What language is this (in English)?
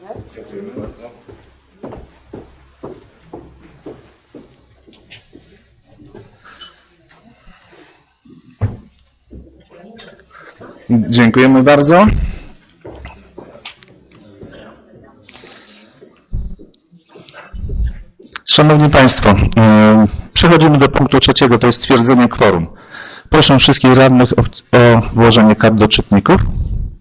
Polish